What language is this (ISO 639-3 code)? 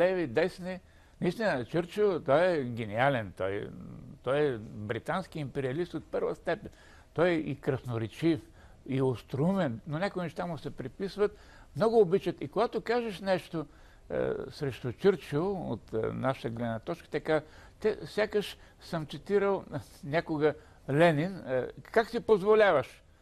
bul